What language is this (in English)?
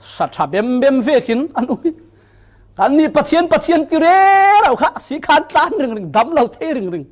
Falam Chin